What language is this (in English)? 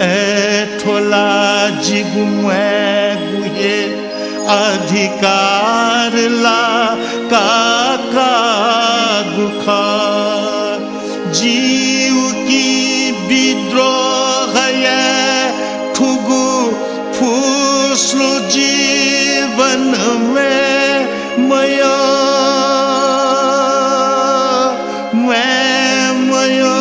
Newari